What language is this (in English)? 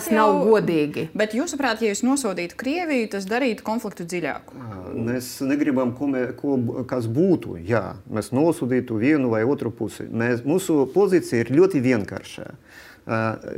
Latvian